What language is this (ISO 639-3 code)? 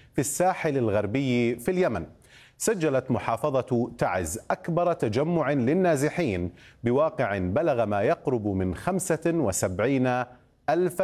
ara